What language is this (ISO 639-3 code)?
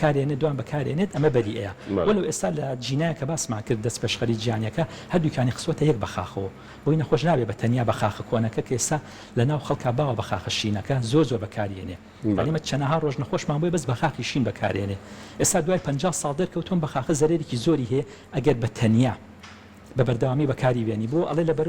ckb